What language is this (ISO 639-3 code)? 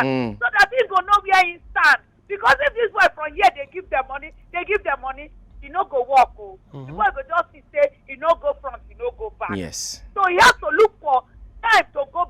pcm